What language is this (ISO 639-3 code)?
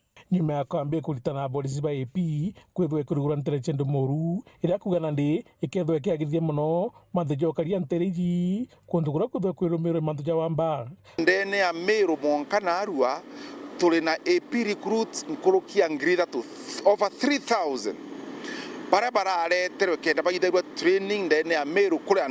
mer